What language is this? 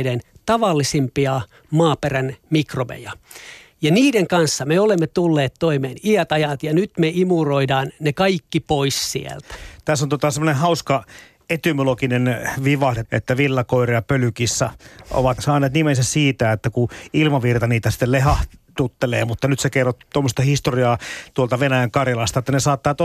Finnish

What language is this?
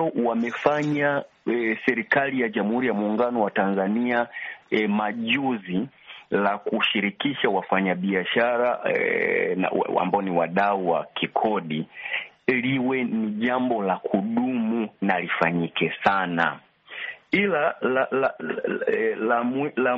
Swahili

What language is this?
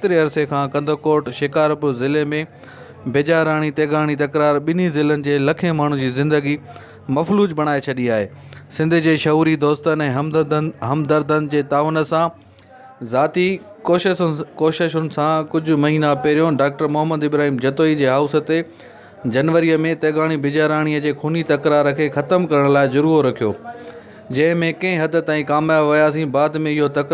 Sindhi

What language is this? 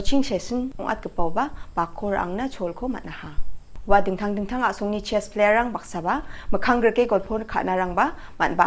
Garo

